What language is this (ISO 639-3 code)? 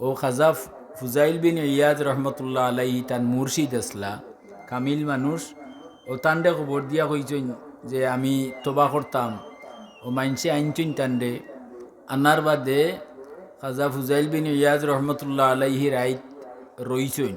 syl